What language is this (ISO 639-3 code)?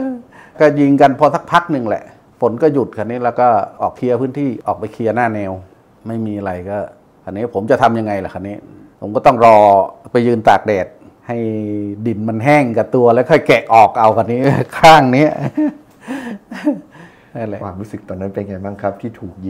tha